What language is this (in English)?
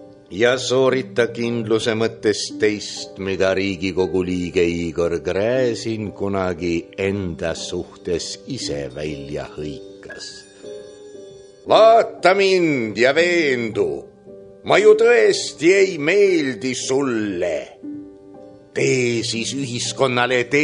Estonian